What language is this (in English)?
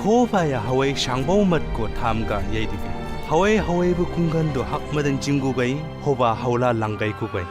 Chang Naga